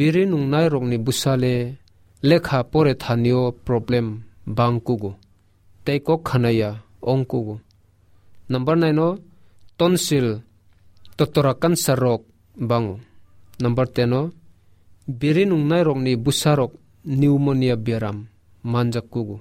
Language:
Kok Borok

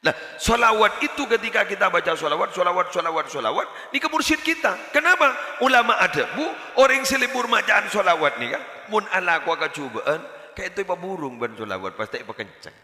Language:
Madurese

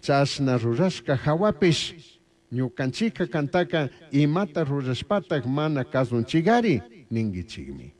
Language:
Chimborazo Highland Quichua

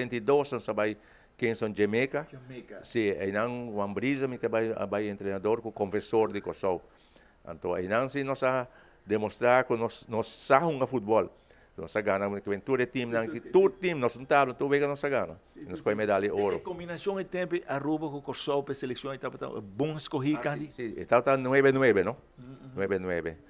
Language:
Papiamento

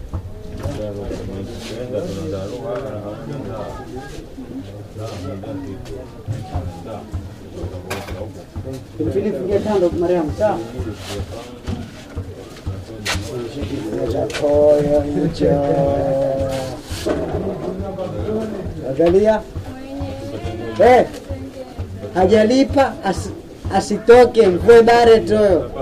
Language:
Swahili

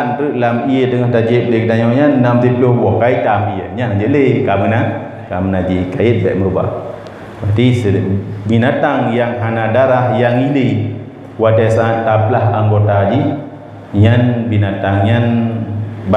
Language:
Achinese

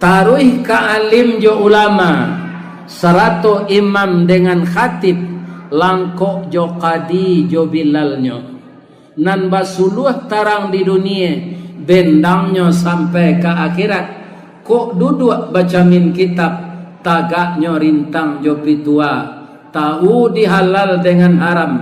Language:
Minangkabau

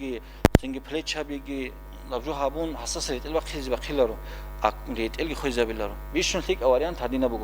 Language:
Avaric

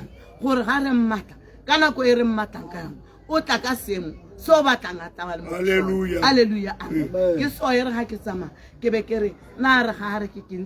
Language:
Tswana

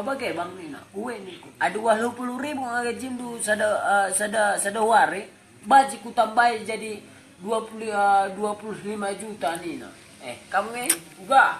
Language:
Batak Karo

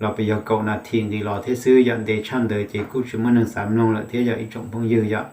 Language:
Hmong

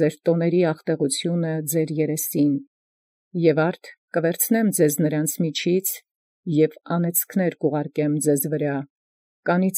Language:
Armenian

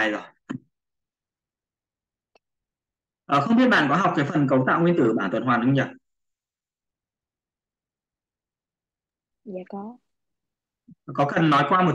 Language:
Vietnamese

